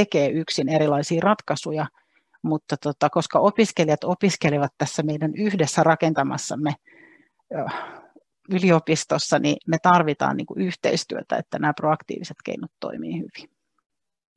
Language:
Finnish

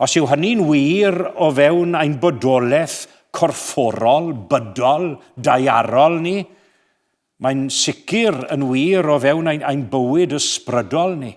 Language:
Welsh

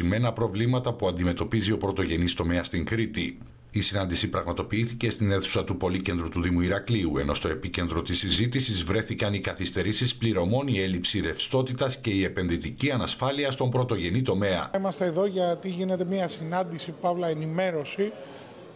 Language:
Greek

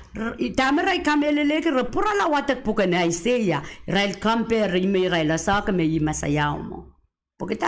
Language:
Pohnpeian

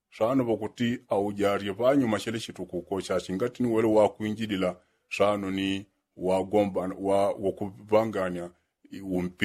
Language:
Yao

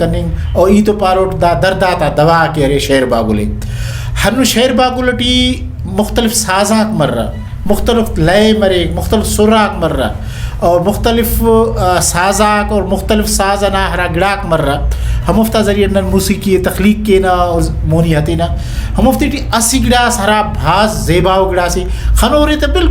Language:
Brahui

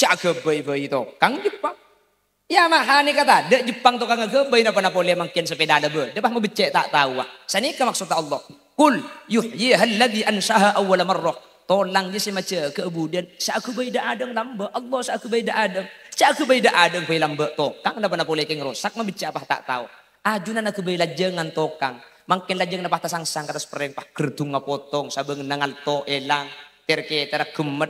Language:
Madurese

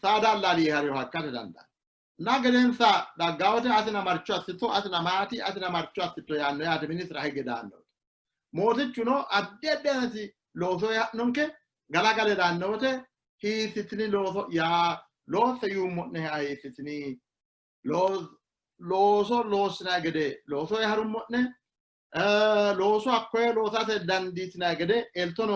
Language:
Sidamo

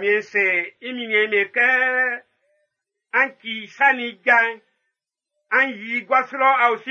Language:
Baoulé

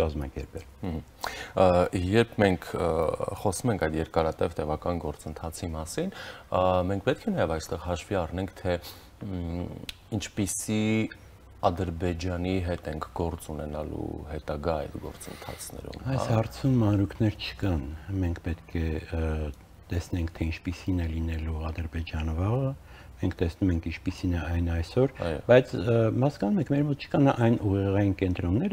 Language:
Armenian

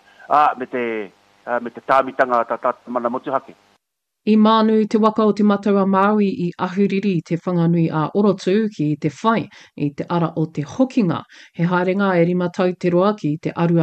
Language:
Māori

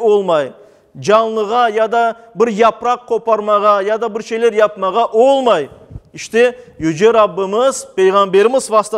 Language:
Crimean Tatar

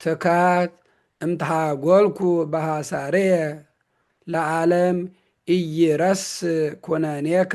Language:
Geez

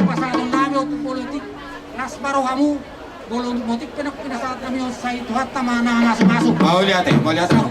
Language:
Batak Toba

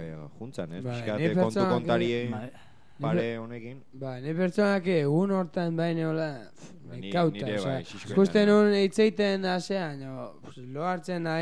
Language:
Basque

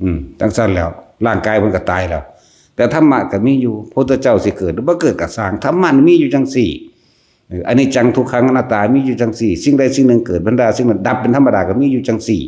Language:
Northeastern Thai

